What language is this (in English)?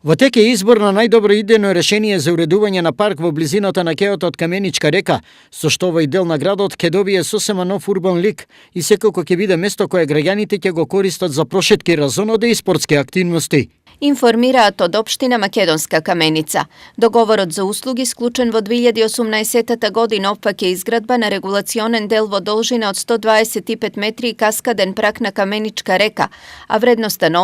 Macedonian